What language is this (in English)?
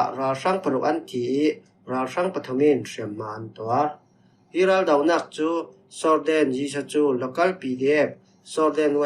Falam Chin